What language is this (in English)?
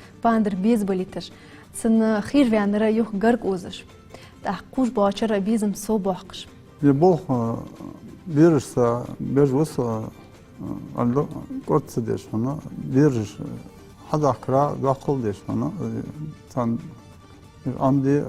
Ingush